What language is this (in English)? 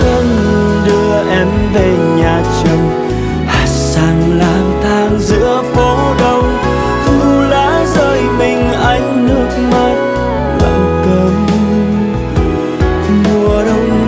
Vietnamese